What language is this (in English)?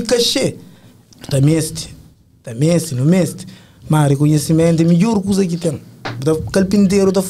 Kabuverdianu